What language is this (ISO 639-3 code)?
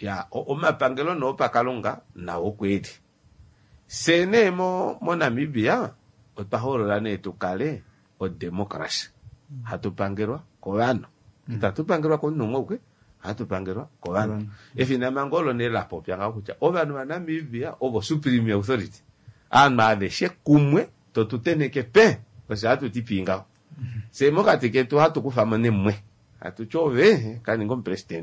kua